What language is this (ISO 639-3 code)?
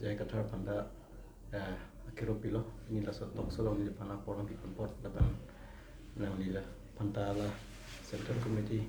mjw